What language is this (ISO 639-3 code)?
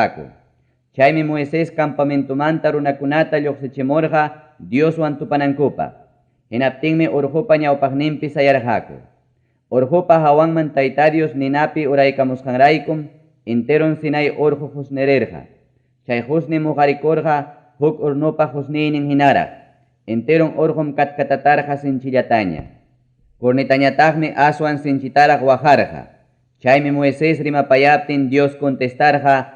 quy